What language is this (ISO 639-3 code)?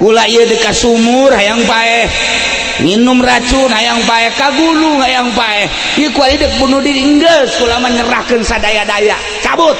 sun